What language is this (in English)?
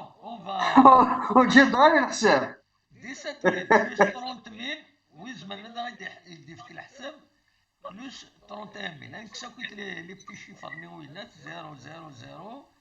Kabyle